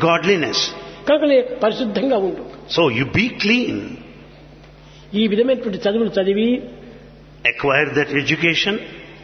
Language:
Telugu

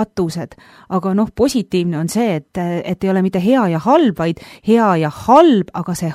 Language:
Estonian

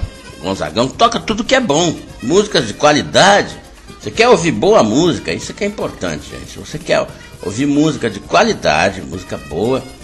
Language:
Portuguese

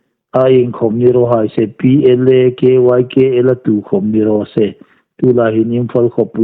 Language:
Hmar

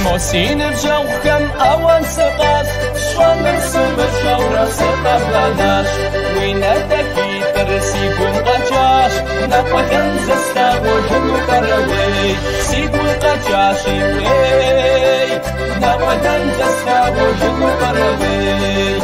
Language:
Kabardian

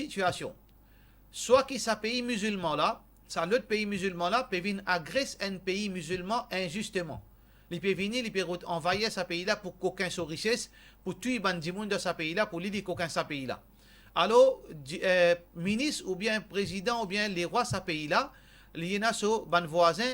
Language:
Morisyen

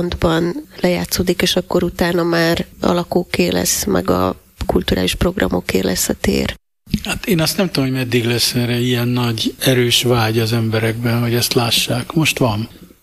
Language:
Hungarian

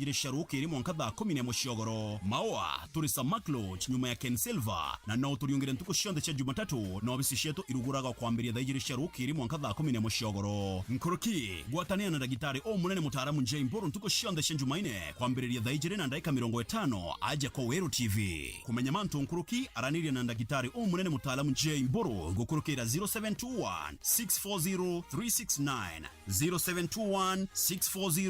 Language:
Meru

